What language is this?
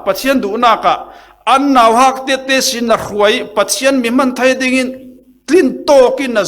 Falam Chin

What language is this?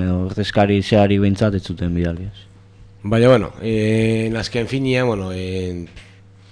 Basque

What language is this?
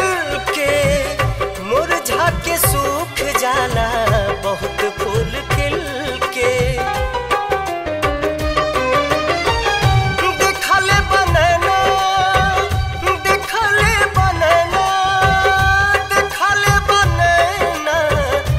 Bhojpuri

